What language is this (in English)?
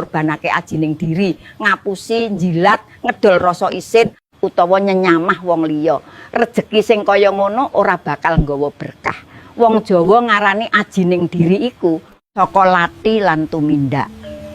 Javanese